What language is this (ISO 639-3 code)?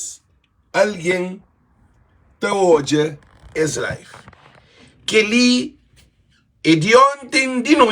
kea